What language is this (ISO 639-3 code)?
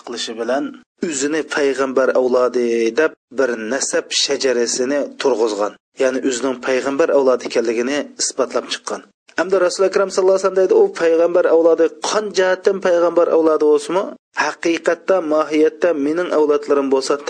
uig